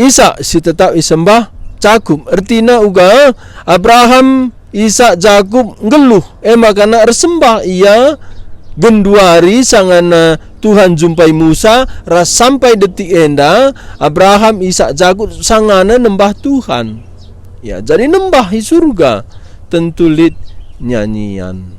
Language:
Batak Karo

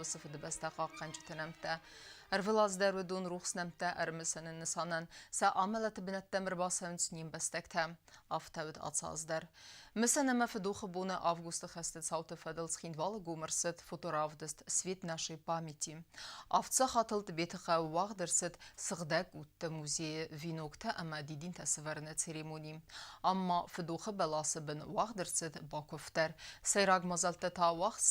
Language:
Ossetic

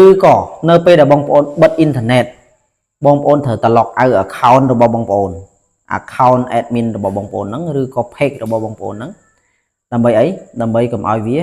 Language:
Khmer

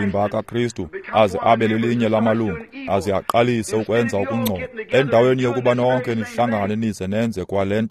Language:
Xhosa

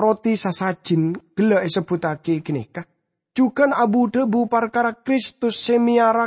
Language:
Madurese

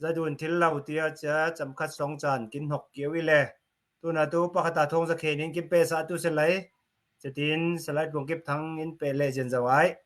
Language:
Falam Chin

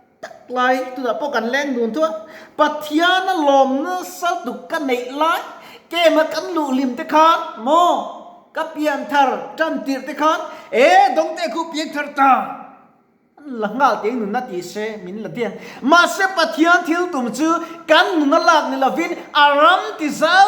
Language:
Mizo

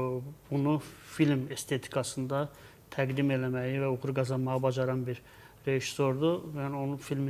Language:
Azerbaijani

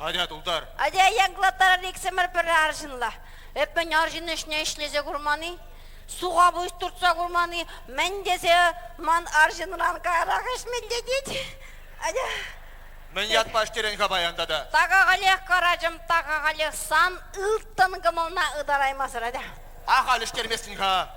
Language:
Chuvash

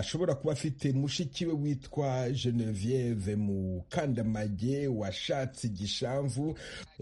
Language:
Kinyarwanda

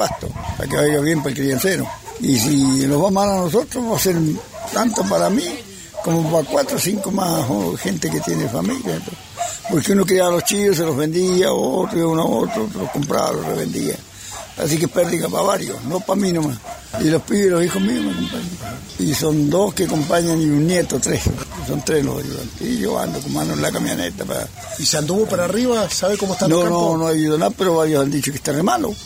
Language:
Spanish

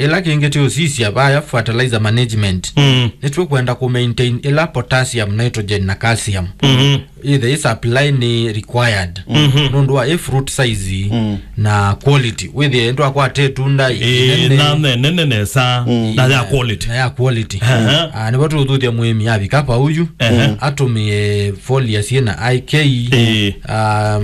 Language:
Kamba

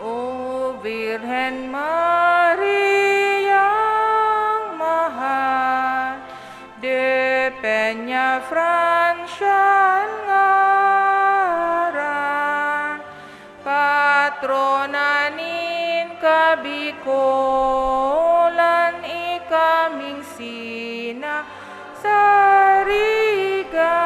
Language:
Bikol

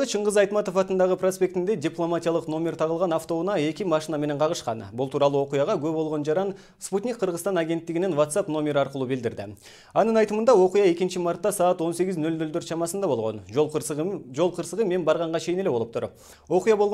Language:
Kyrgyz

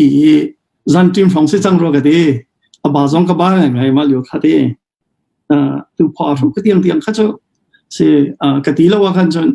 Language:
Hakha Chin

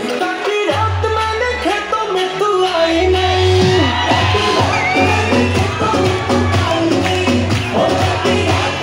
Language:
Hindi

